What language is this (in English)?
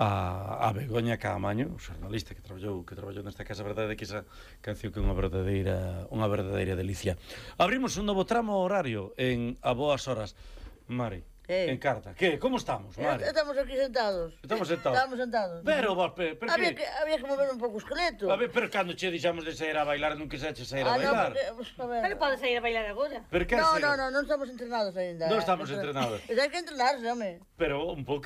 Galician